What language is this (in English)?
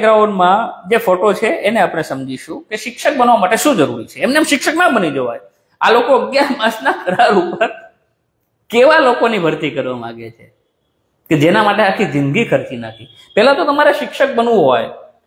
Gujarati